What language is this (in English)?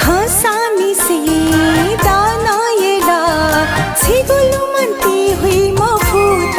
Newari